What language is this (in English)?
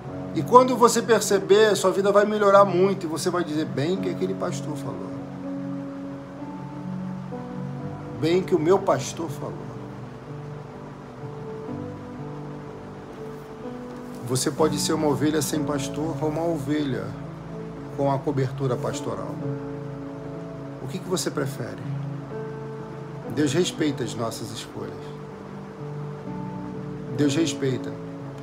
Portuguese